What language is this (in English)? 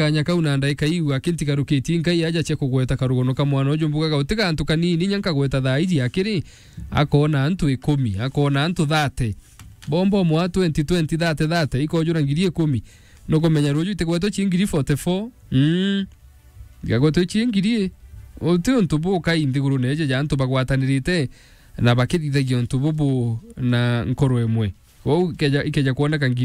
Meru